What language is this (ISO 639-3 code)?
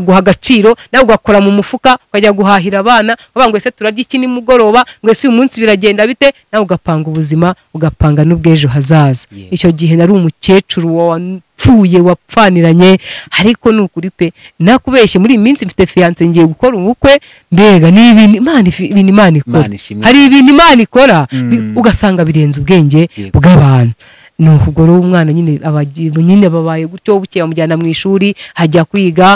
kin